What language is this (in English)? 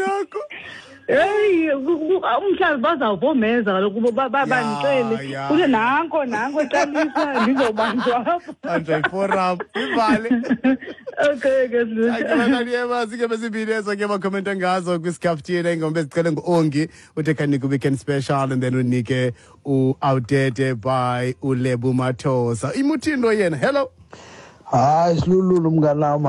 Xhosa